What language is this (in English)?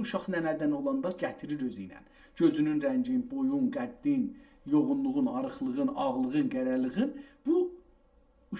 South Azerbaijani